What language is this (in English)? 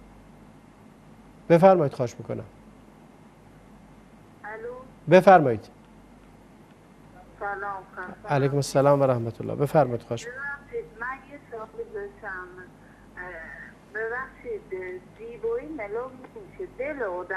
Persian